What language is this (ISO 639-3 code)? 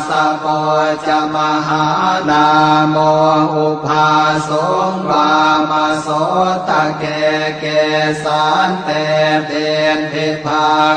pli